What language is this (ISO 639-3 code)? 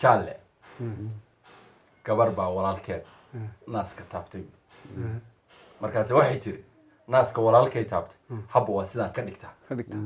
som